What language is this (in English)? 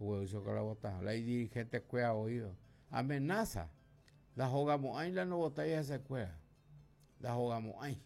Guarani